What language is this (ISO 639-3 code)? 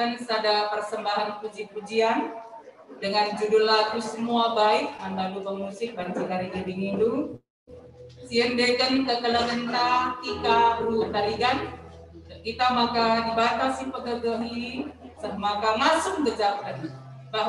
btx